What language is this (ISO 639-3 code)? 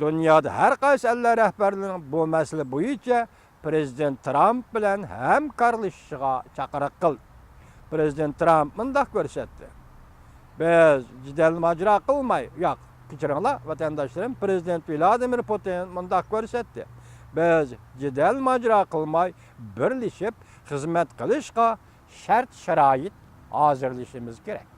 uig